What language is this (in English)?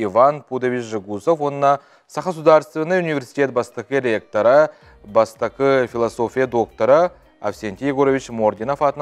Yakut